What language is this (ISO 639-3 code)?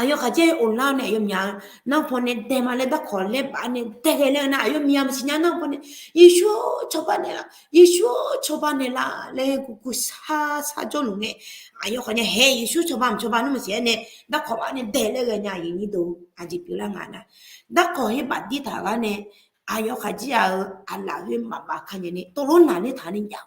ahk